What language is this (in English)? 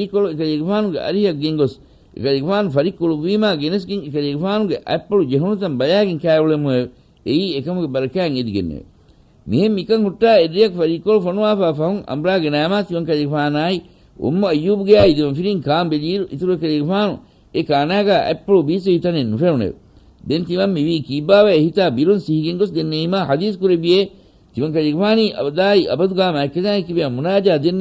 Divehi